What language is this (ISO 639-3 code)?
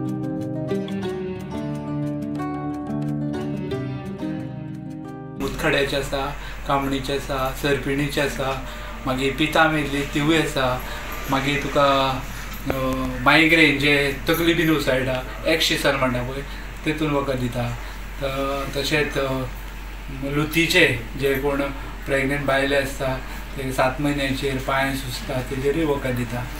kok